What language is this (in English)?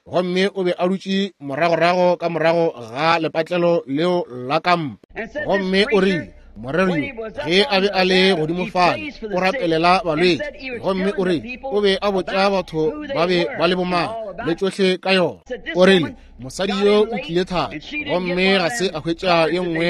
Northern Sotho